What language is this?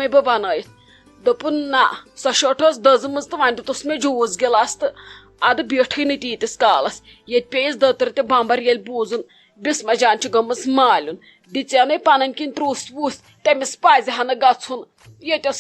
Kashmiri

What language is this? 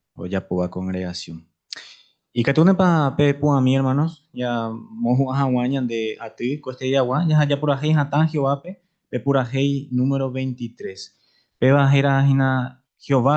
Guarani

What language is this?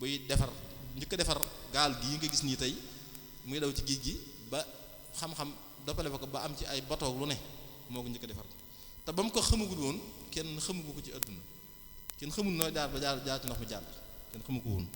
Wolof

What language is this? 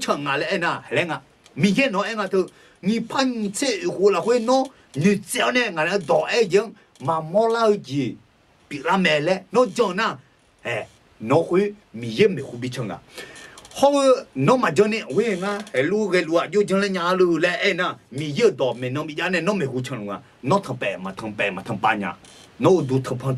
Akha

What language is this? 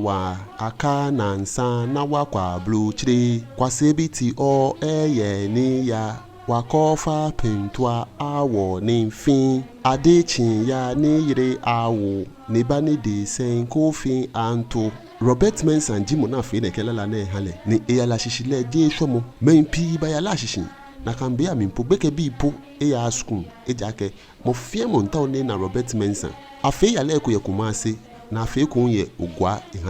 Ga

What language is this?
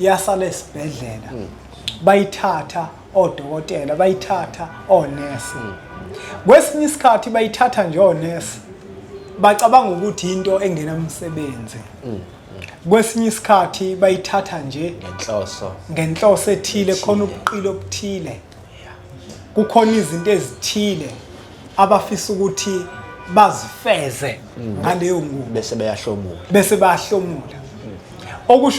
Zulu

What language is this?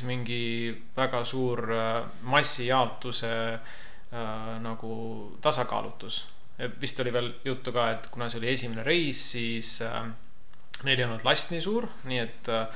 Estonian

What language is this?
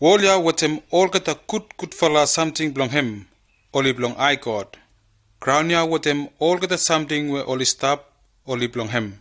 Bislama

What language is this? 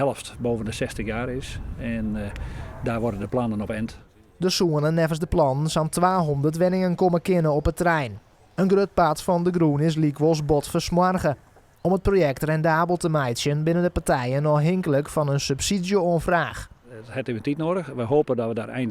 Western Frisian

